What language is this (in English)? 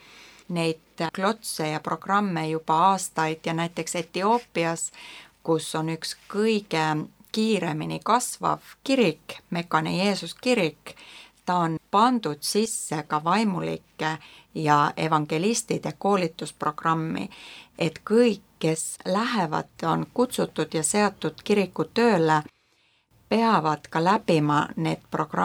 Estonian